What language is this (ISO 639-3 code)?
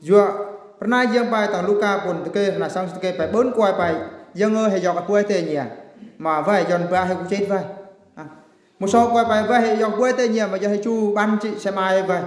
bru